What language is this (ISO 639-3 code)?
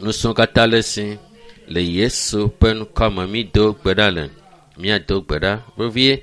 ewe